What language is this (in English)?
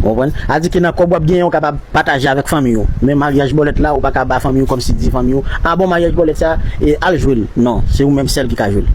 Haitian Creole